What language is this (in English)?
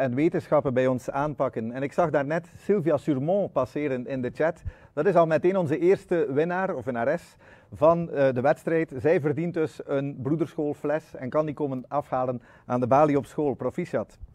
Dutch